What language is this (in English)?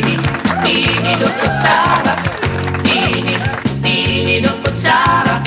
Waray